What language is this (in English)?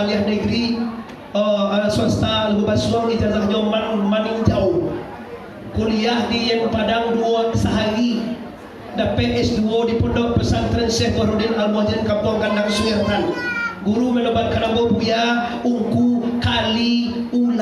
Minangkabau